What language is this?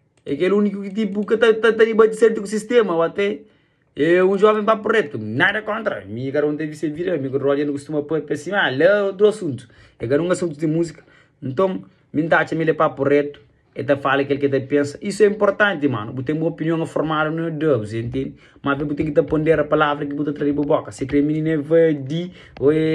Kabuverdianu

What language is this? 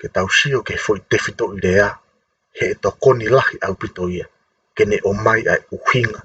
Tongan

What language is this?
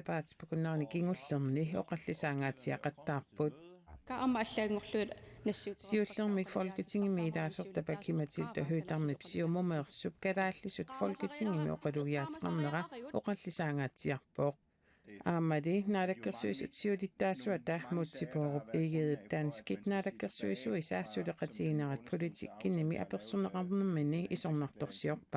Kalaallisut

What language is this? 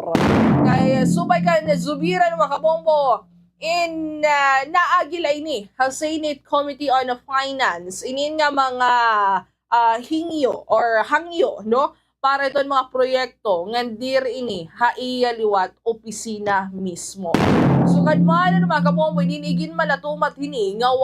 Waray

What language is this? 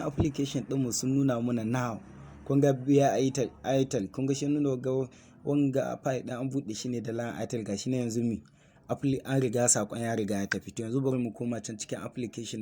Hausa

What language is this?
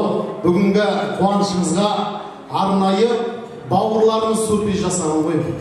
Kara-Kalpak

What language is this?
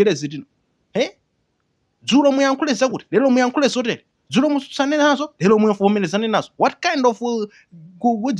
Nyanja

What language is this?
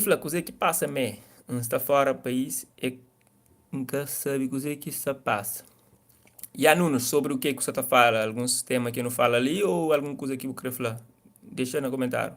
Kabuverdianu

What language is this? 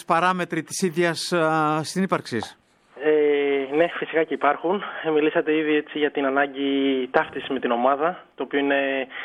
Greek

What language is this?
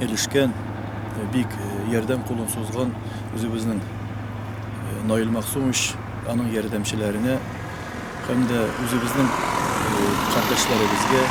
Tatar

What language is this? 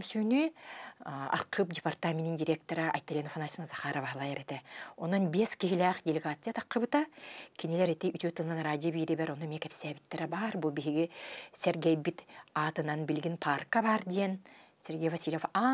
Yakut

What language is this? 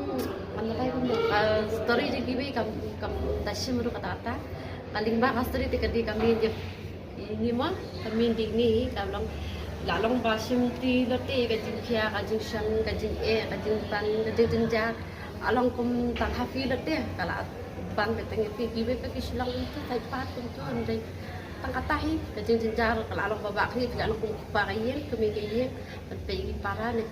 Khasi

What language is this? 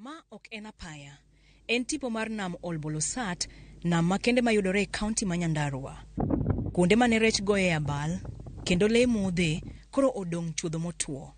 Luo (Kenya and Tanzania)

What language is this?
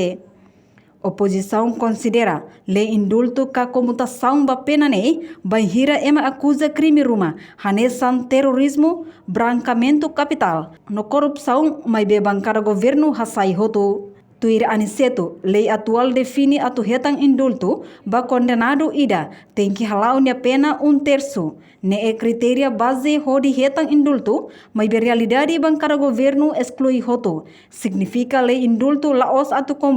Tetum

